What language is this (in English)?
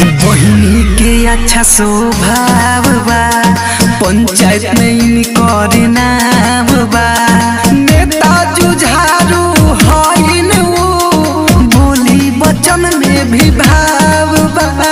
Bhojpuri